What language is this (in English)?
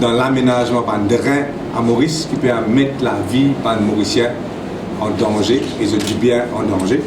Morisyen